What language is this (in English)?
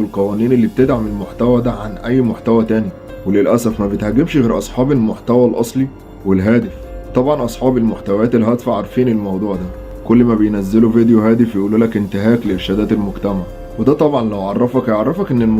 Egyptian Arabic